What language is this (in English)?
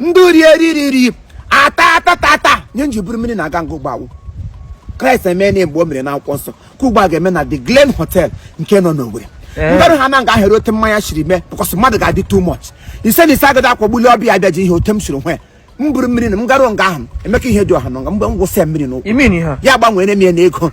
Igbo